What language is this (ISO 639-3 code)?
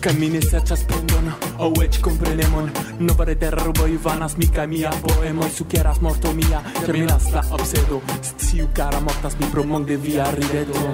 epo